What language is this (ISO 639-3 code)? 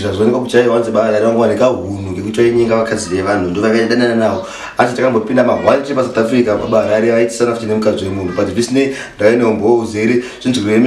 sna